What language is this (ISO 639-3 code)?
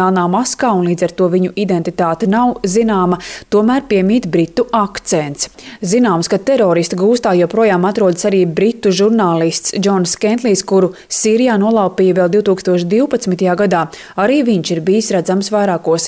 lav